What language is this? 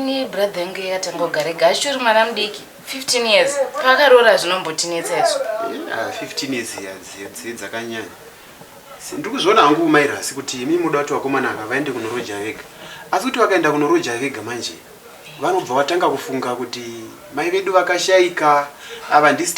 Shona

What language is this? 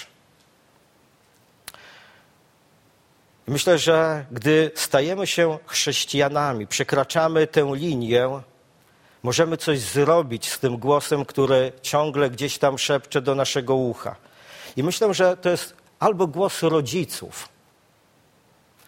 Polish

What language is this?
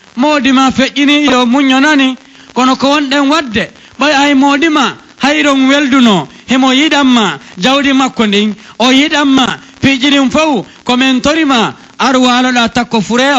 Pular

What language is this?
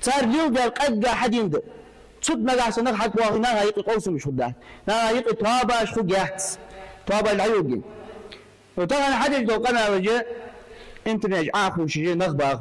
Ingush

